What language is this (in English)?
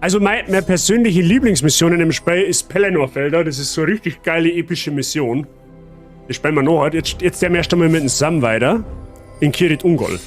Bavarian